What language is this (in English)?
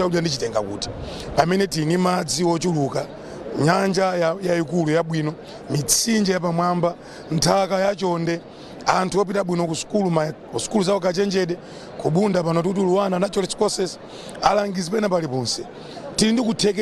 Nyanja